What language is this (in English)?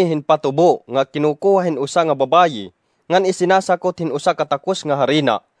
Waray